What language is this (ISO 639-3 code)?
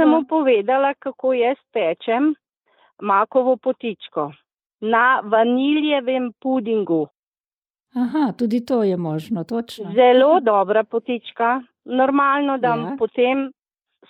slv